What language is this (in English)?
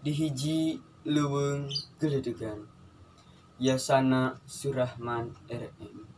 Sundanese